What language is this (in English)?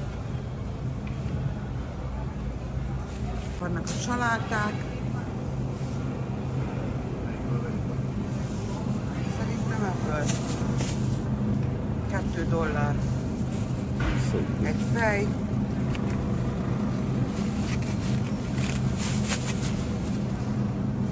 Hungarian